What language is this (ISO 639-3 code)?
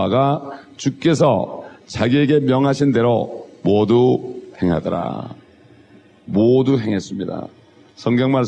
kor